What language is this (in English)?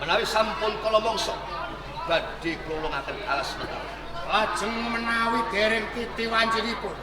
Javanese